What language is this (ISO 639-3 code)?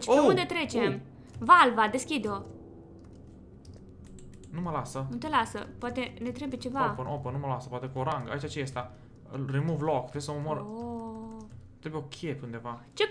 ron